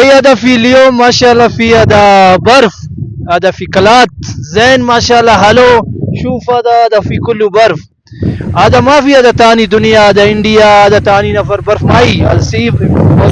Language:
Brahui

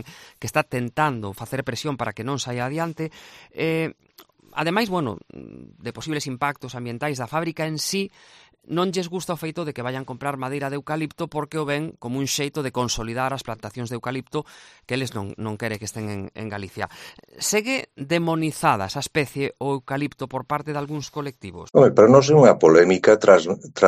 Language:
Galician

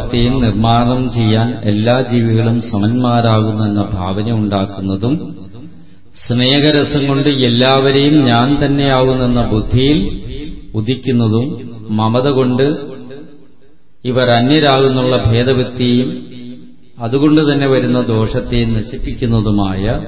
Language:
Malayalam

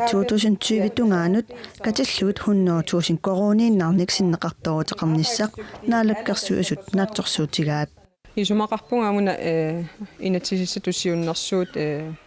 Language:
Kalaallisut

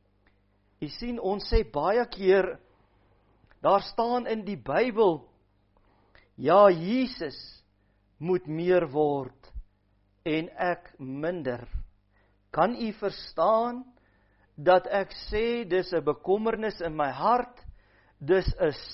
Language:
Afrikaans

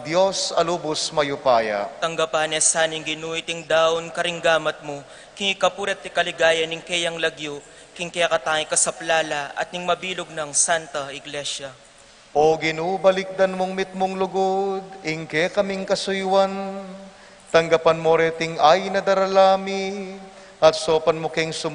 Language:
Pampanga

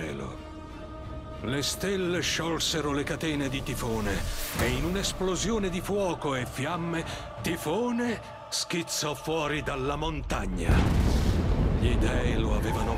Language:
Italian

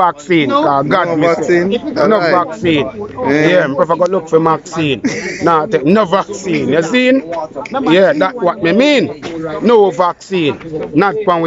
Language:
Jamaican Creole English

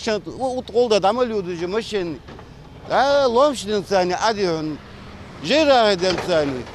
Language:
Ingush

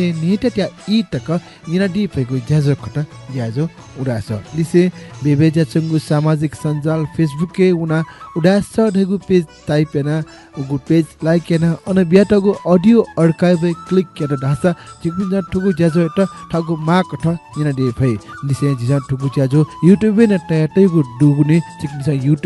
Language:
Newari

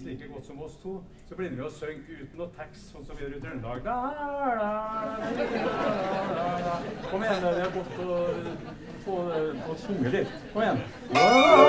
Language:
Norwegian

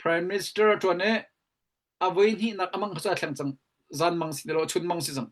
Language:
Hakha Chin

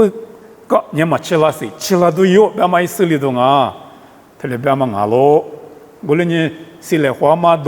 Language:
Lisu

